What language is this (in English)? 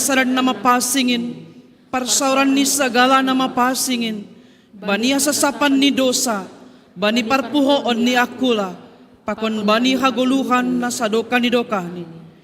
Batak Simalungun